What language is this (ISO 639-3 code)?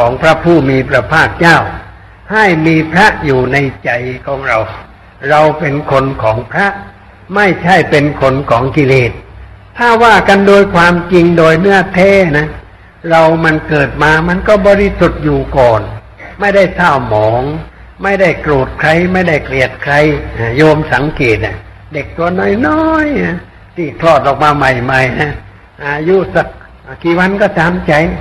tha